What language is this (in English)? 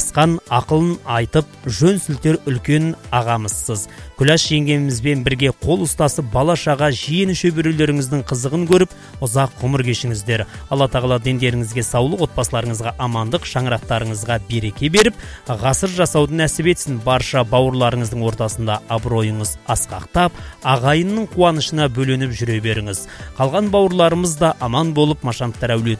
Kazakh